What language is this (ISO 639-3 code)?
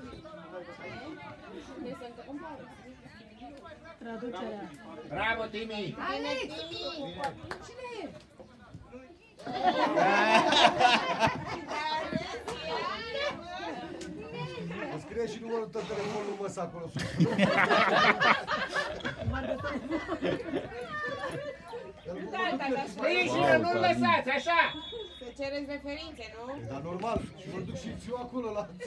ron